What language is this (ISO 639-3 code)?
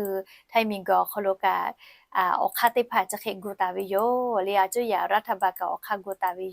lhu